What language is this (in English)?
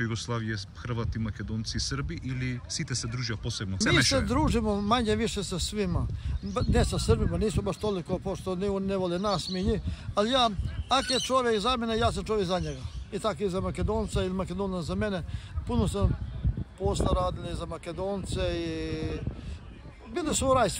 Croatian